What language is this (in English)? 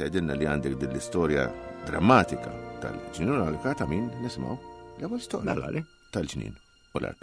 Maltese